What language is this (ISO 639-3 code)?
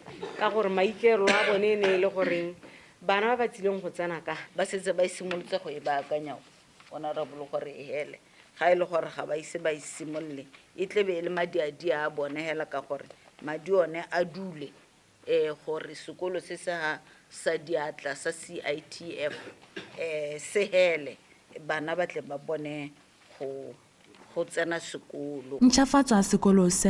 tsn